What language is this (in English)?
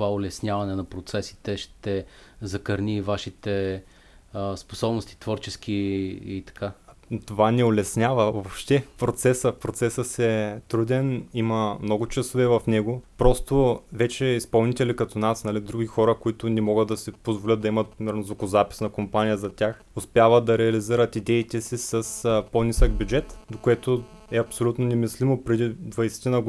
Bulgarian